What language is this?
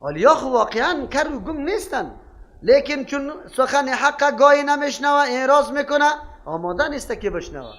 Persian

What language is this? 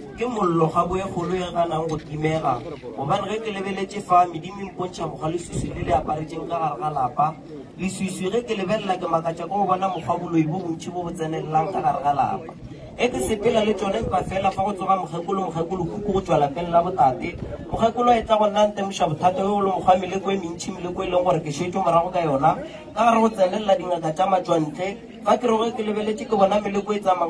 Northern Sotho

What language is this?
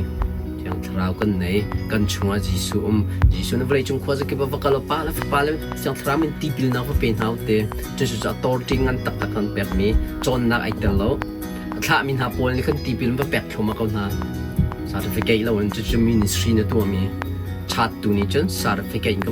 Hakha Chin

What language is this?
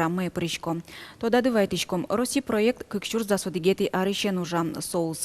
Udmurt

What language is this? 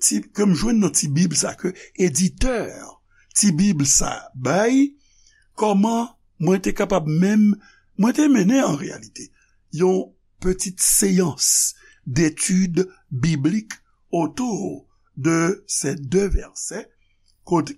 Haitian Creole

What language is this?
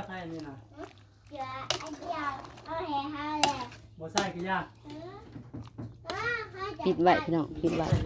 Northeastern Thai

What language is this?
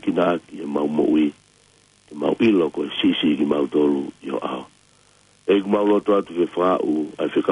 Tongan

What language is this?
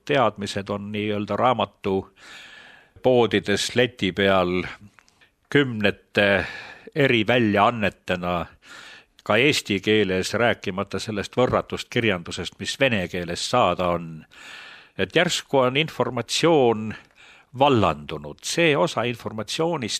Estonian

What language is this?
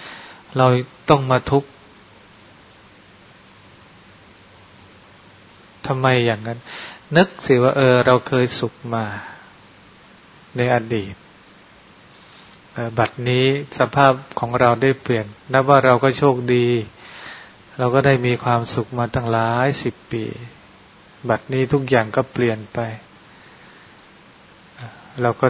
Thai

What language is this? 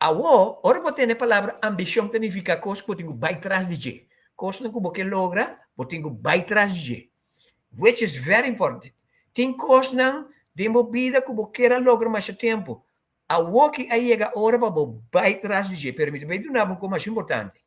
Papiamento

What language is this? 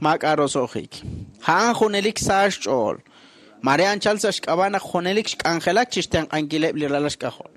Kekchí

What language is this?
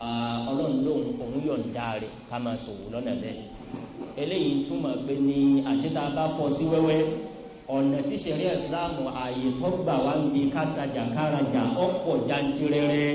Yoruba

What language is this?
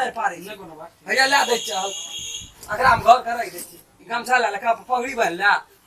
Maithili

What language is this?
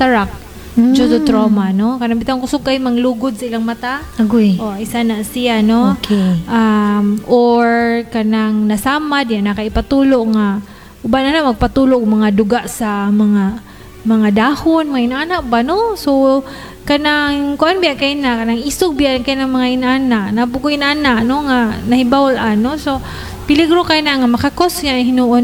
Cebuano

